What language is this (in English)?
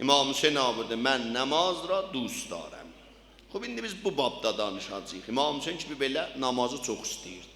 South Azerbaijani